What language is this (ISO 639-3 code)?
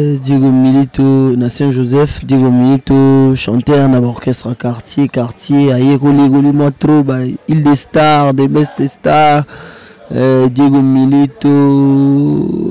lin